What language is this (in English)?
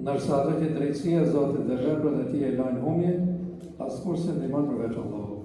Albanian